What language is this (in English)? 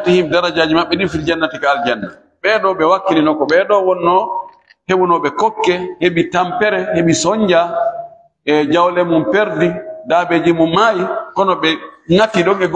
Fula